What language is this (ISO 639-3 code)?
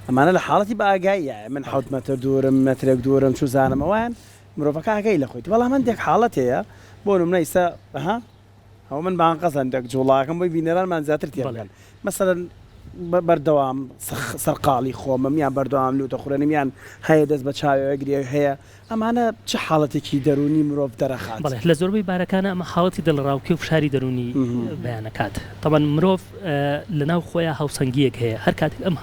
ckb